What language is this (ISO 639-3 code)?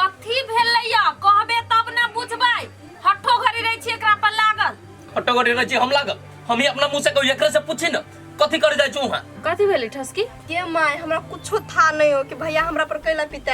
mai